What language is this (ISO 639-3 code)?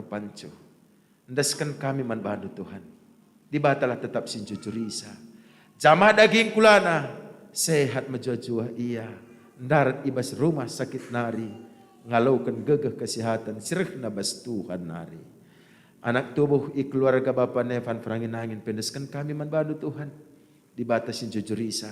btx